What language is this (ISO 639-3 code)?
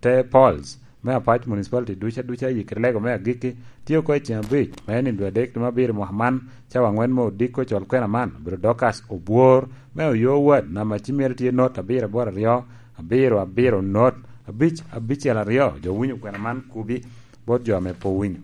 laj